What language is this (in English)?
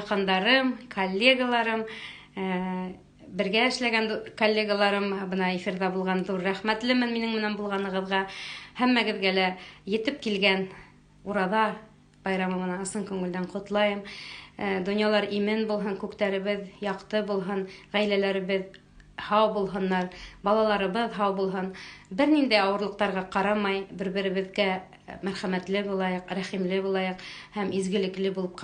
Bashkir